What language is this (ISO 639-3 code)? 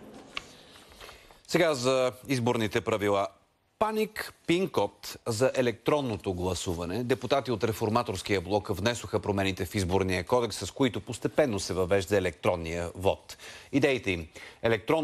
bul